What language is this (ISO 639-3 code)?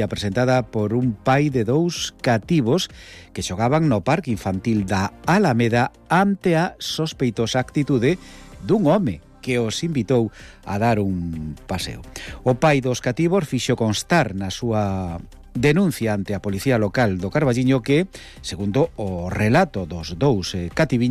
glg